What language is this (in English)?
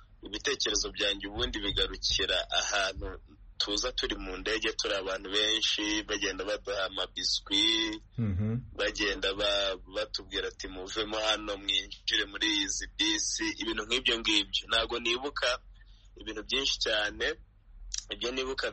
Kinyarwanda